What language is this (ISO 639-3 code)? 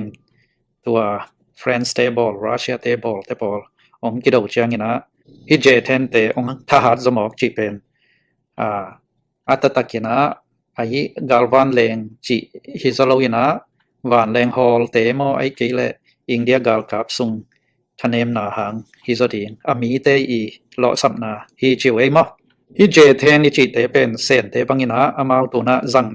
ctd